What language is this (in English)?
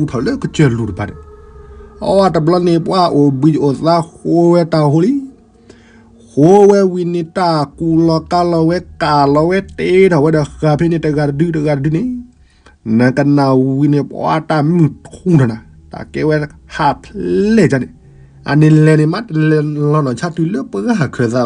S'gaw Karen